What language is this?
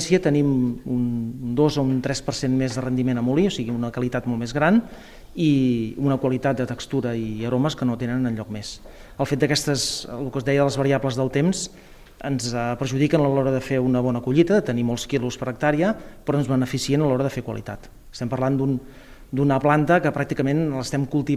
Catalan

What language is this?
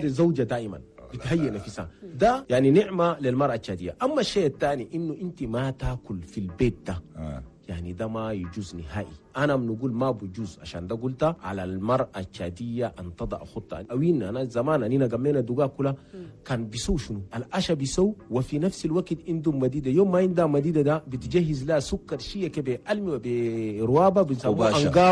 Chadian Arabic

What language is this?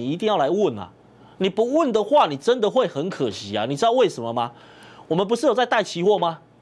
Chinese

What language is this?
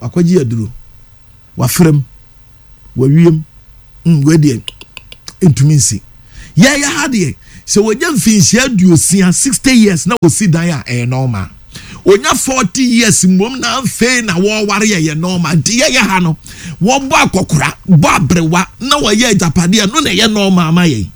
Akan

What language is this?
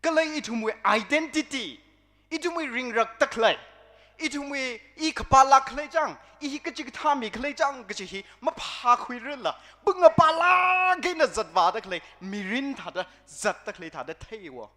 Tangkhul Naga (India)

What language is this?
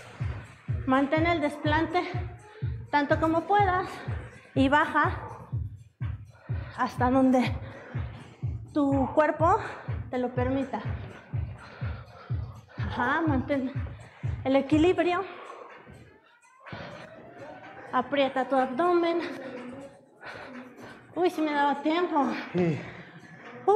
Spanish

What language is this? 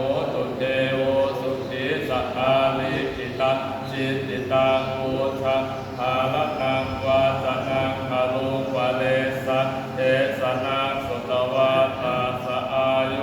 Pali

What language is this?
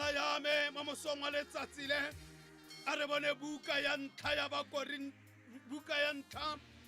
Tswana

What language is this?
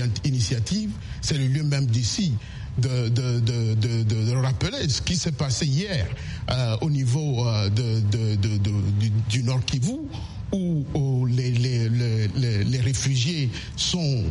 French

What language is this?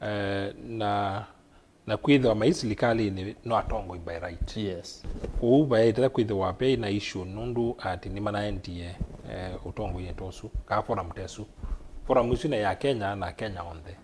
Kamba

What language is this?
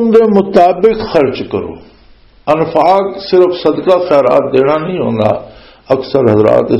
Western Panjabi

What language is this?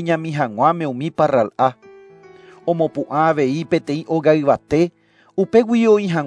Guarani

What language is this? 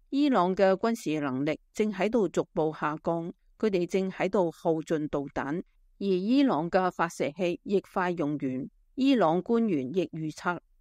Cantonese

